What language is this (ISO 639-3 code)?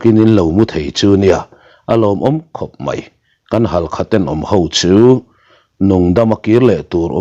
lus